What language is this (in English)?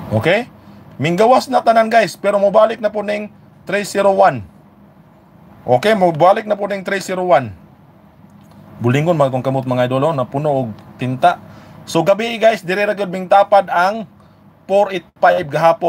Cebuano